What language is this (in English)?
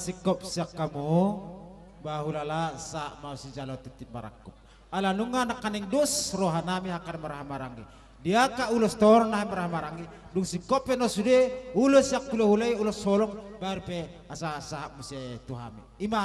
Batak Toba